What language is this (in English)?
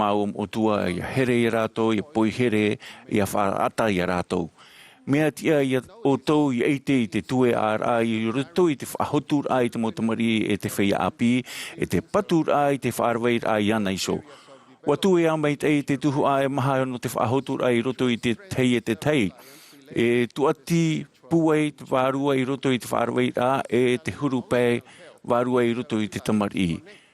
Tahitian